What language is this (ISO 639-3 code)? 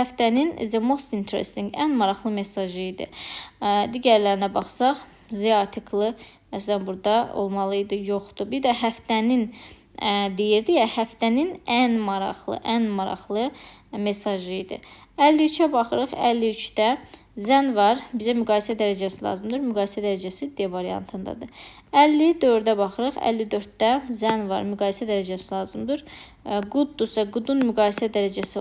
aze